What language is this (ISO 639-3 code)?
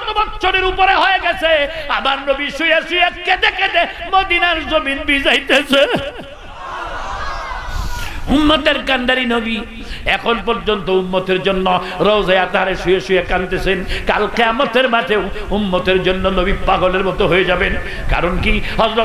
ben